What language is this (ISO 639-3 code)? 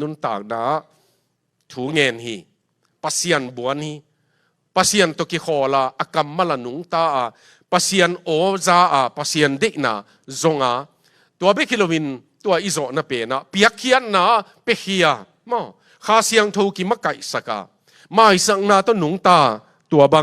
ctd